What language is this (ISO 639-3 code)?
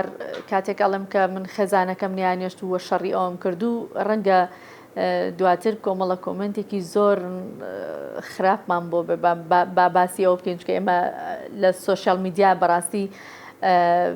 ckb